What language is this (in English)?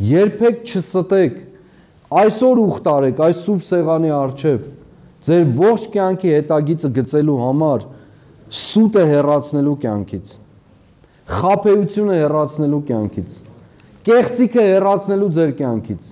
Armenian